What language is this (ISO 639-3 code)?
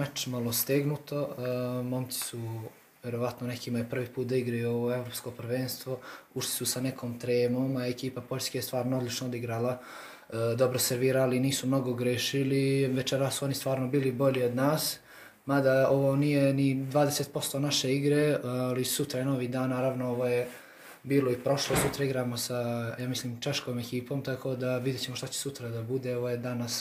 srp